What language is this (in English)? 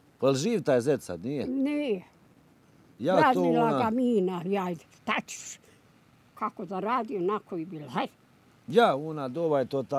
Bosnian